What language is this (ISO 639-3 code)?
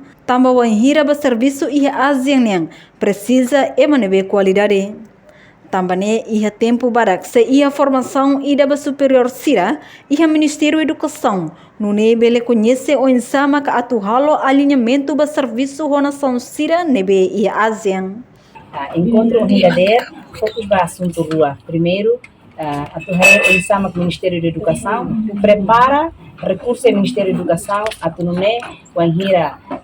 tet